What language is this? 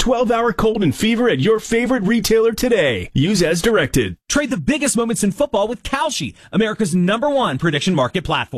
English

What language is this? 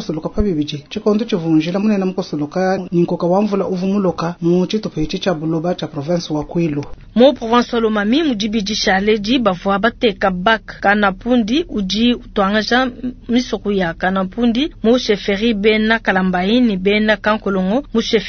Luba-Lulua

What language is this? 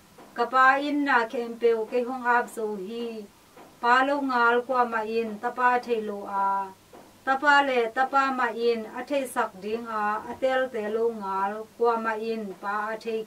Tedim Chin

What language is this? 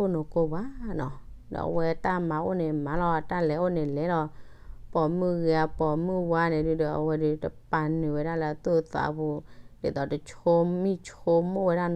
S'gaw Karen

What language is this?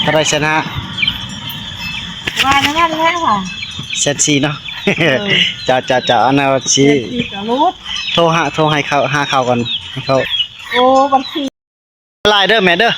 Northeastern Thai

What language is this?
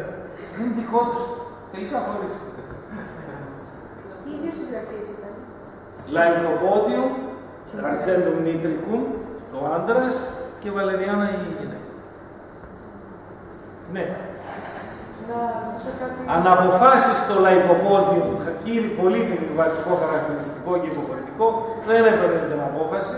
Greek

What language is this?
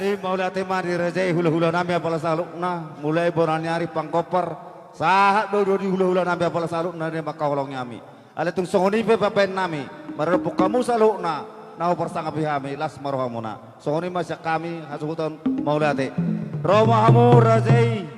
Batak Toba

